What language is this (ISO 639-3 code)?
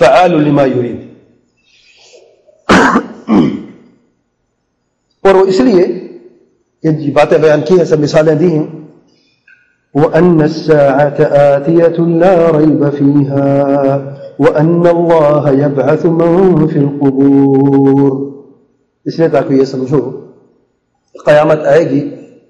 urd